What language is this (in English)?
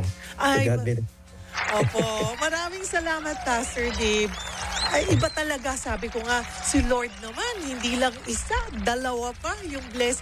Filipino